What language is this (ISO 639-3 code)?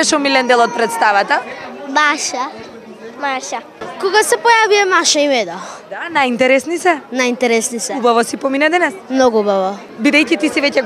mkd